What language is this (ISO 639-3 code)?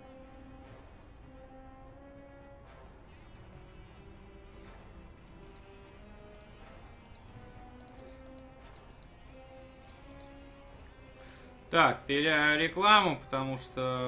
rus